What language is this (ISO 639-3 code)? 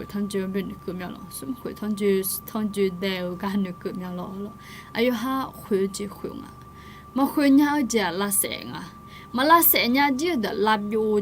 ahk